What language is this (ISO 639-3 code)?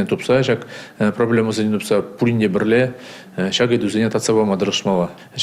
chv